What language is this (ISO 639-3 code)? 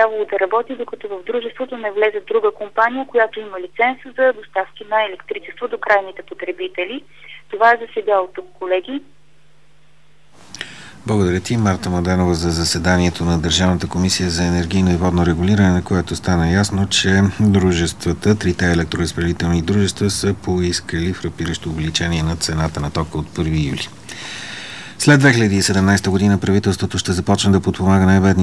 bul